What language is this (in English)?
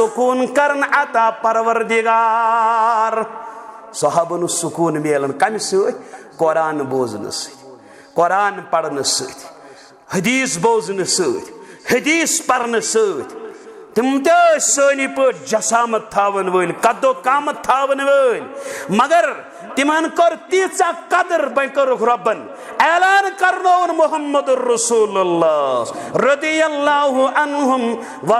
Kashmiri